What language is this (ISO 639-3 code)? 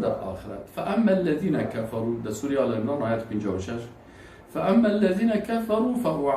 fas